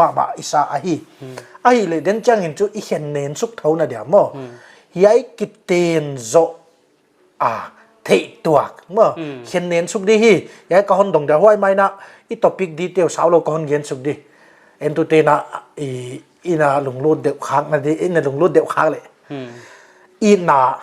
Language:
Paite Chin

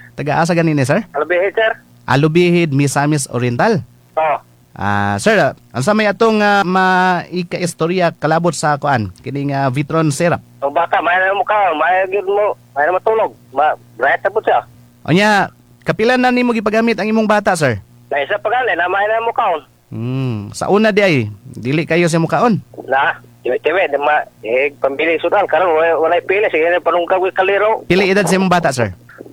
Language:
Cebuano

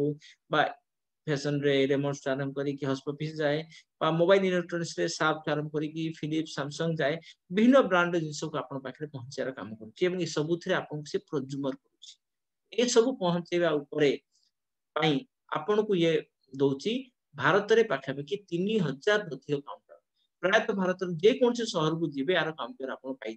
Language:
Odia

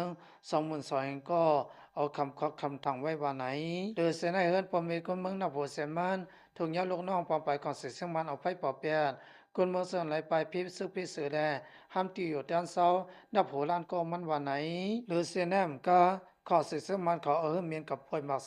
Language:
Lao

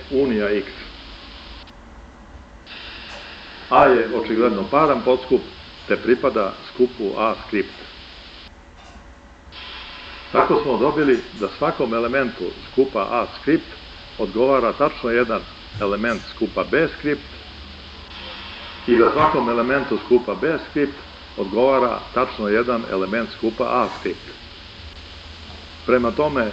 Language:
Serbian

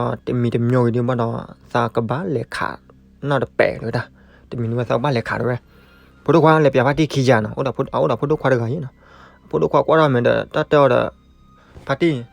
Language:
S'gaw Karen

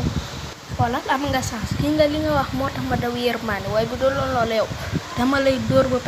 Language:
Wolof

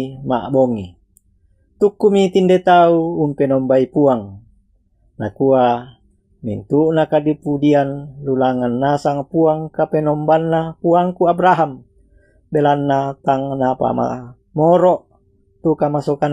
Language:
Toraja-Sa'dan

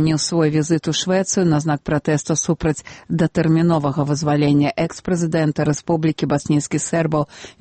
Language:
Belarusian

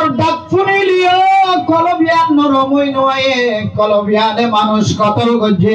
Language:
Rohingya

